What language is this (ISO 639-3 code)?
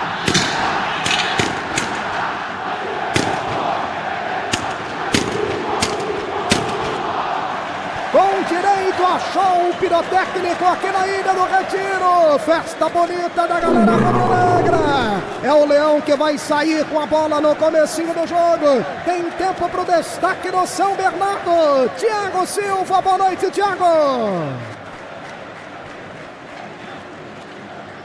por